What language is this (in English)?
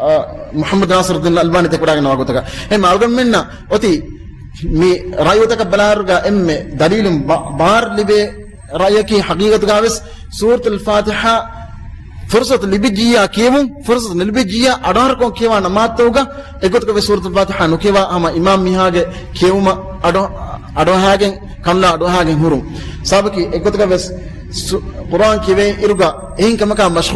Divehi